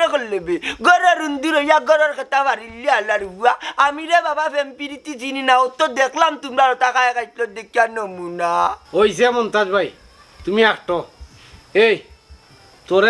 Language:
Sylheti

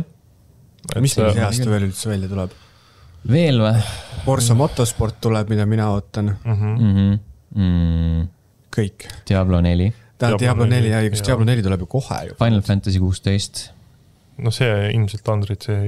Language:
Estonian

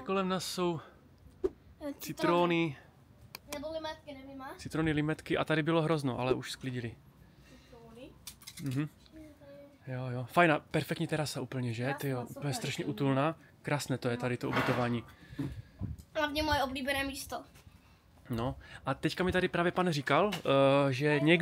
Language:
Czech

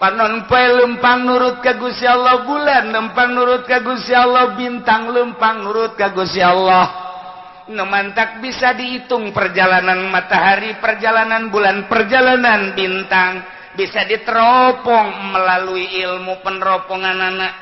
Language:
Sundanese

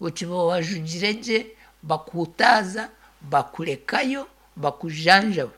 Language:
Nyankole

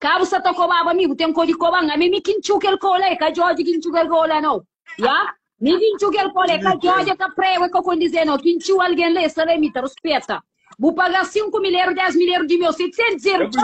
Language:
Kabuverdianu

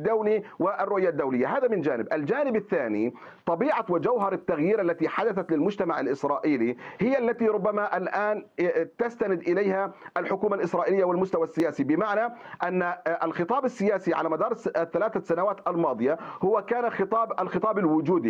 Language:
Arabic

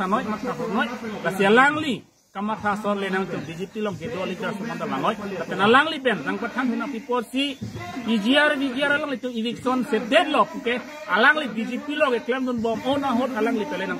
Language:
Karbi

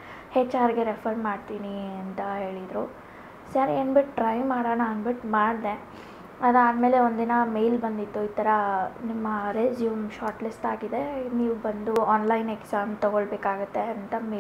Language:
Kannada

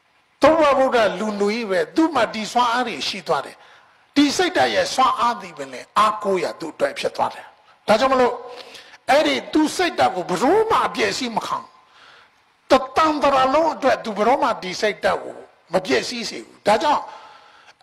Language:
Burmese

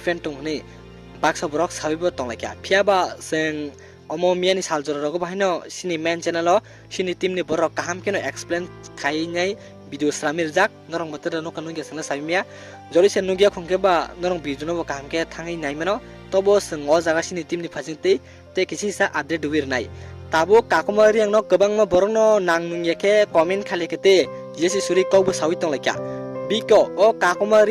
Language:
Kok Borok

